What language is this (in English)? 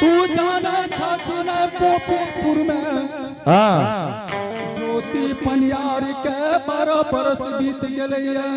Angika